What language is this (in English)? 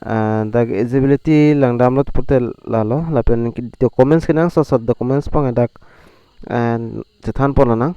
Karbi